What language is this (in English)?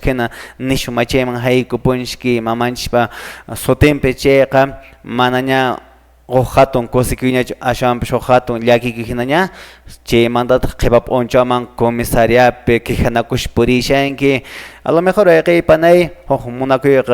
Quechua